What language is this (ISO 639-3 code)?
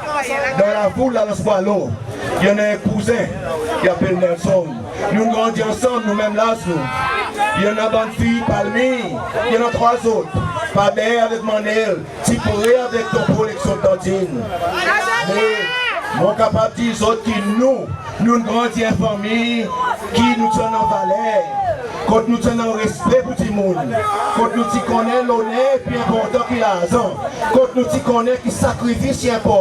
crs